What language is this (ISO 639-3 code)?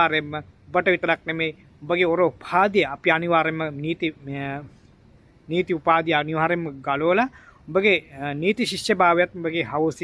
sin